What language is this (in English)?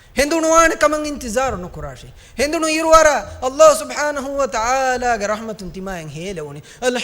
Divehi